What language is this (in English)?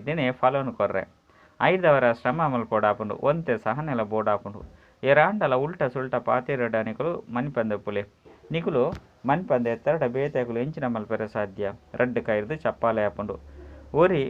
Tulu